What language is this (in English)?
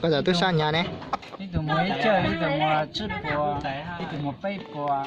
Hmong